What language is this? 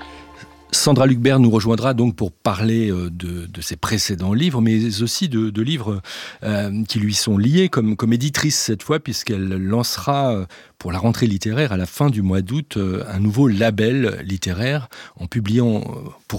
French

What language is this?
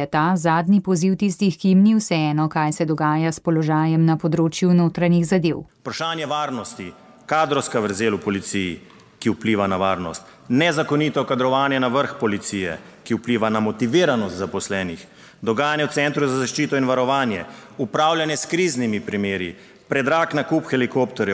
Slovenian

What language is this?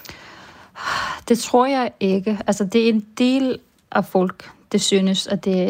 Danish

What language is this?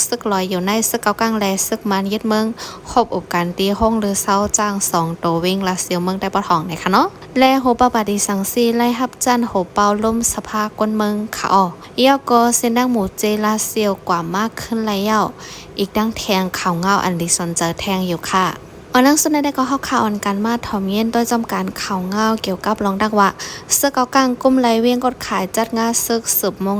Shan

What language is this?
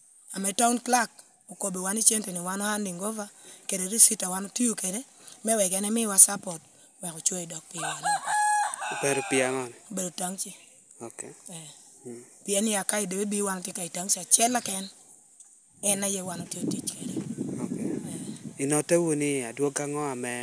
Lango (Uganda)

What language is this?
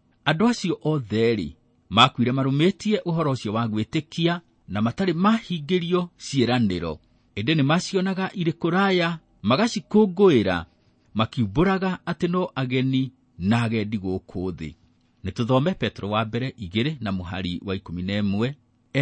Kikuyu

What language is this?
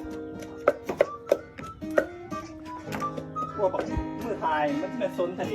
Lao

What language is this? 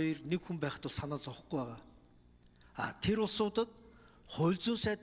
Mongolian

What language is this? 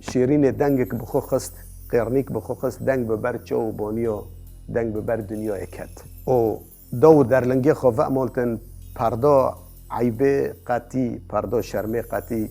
Kurdish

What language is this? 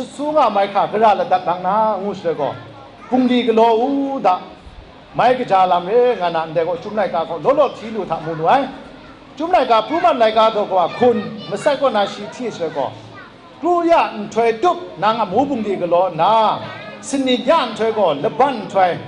Kachin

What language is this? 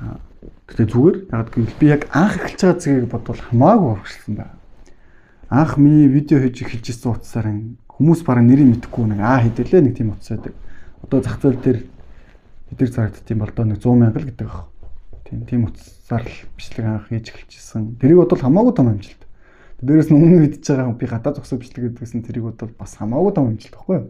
Mongolian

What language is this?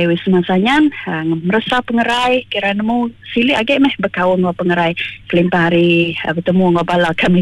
Iban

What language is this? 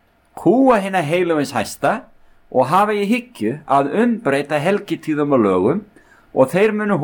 Icelandic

